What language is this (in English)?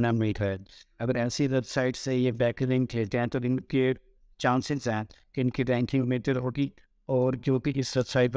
Urdu